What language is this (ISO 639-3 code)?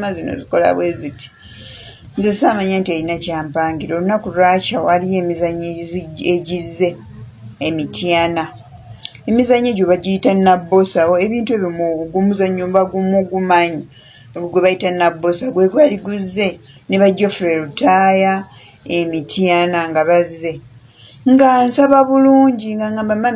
lug